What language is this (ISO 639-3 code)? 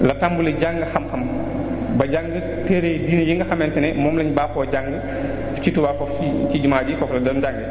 wol